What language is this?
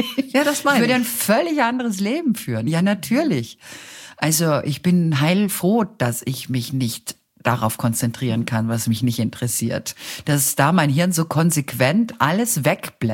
German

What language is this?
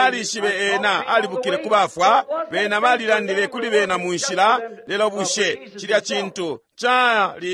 Bemba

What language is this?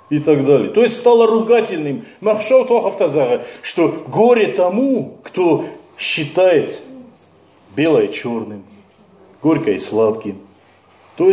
Ossetic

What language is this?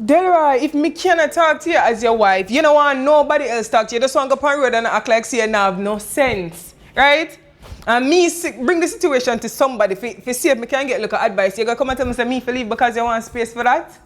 Jamaican Creole English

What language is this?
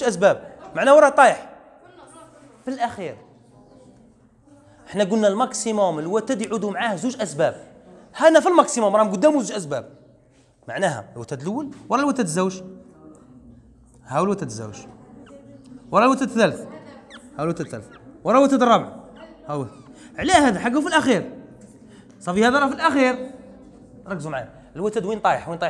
Algerian Arabic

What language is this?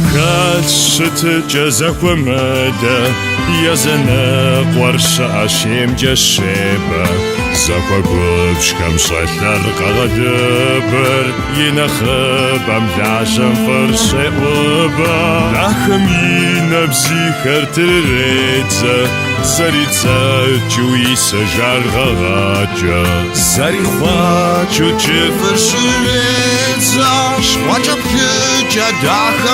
Kabardian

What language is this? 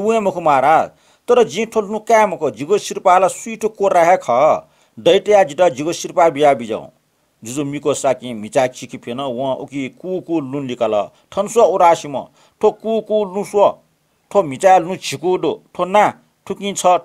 Newari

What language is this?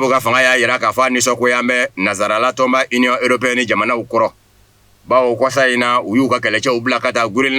Bambara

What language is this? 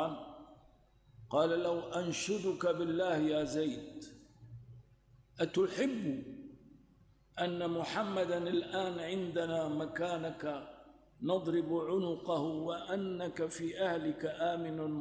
Arabic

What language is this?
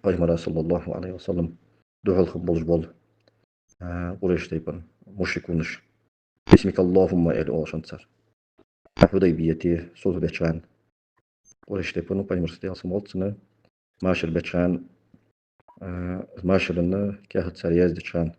Ingush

